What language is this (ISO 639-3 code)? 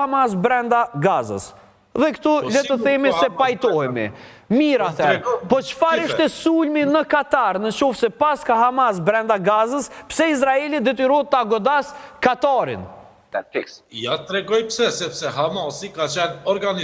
sqi